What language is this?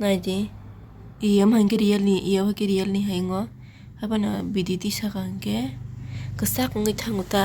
Kok Borok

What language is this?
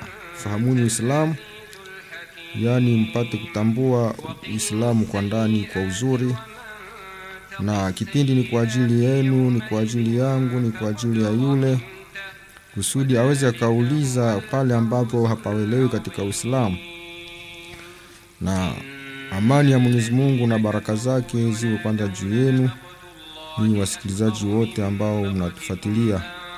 Swahili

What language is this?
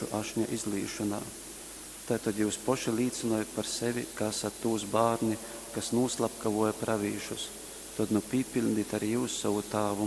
Latgalian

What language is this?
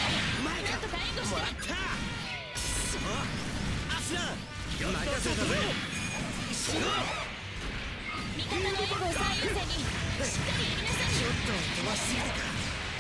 Japanese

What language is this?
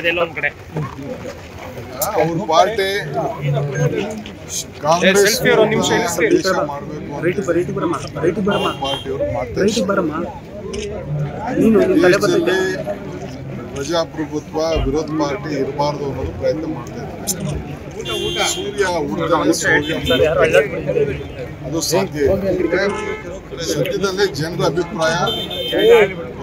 Kannada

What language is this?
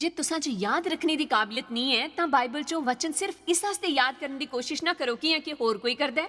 Dogri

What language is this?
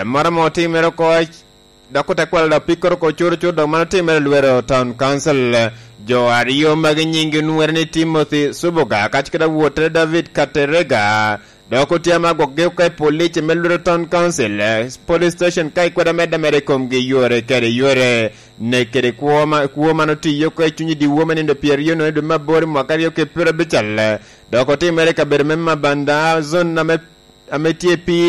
Lango (Uganda)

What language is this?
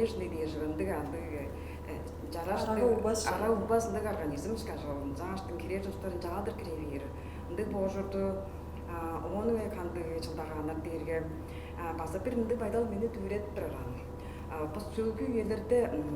Tuvinian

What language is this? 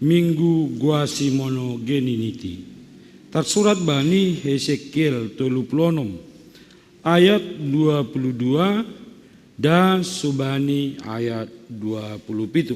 Batak Simalungun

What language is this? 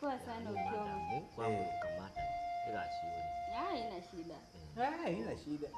Gusii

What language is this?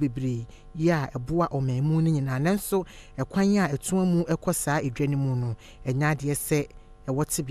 Akan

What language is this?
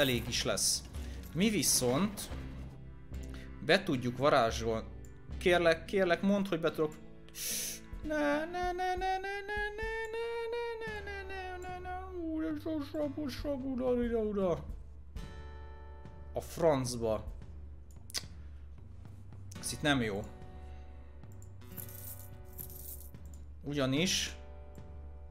Hungarian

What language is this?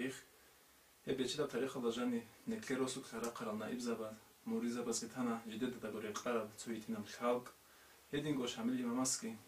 Avaric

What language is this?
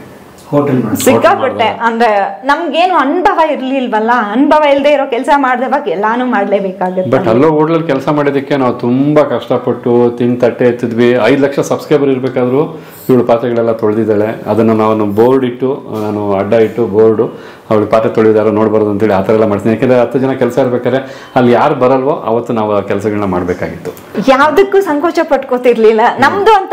Kannada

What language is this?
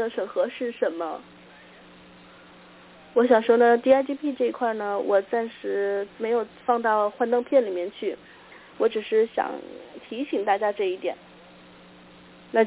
Chinese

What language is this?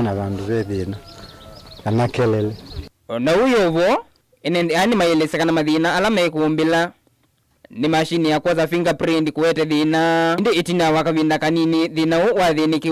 Kamba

